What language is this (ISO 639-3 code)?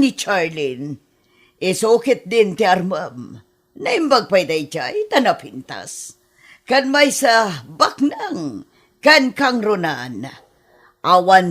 ilo